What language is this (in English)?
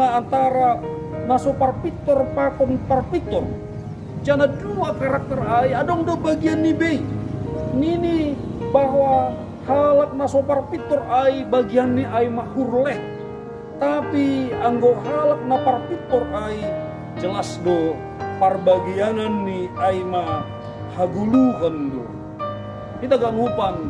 Batak Simalungun